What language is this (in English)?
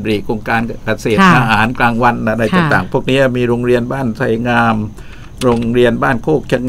Thai